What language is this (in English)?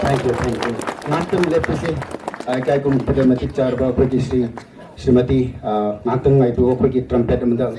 Tangkhul Naga (India)